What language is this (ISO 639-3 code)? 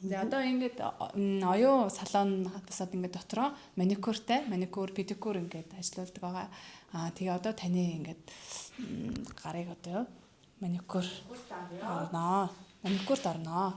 mon